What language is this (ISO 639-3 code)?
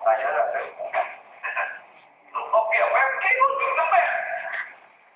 msa